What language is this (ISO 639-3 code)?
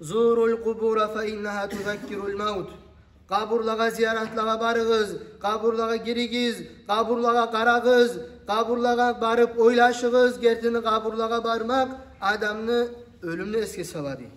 kum